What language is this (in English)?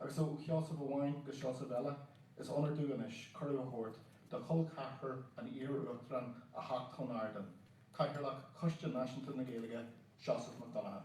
Irish